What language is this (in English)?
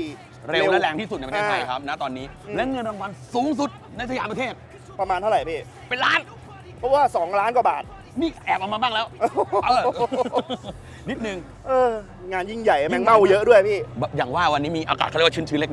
Thai